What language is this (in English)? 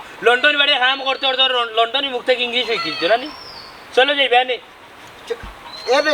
Sylheti